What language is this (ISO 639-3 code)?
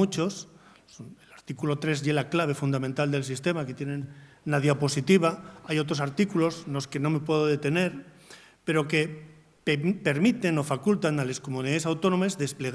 ast